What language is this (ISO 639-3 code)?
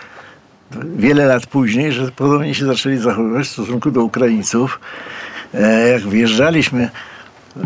pol